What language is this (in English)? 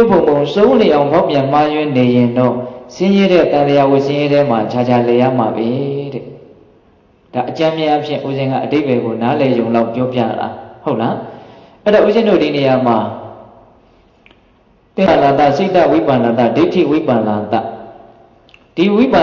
Burmese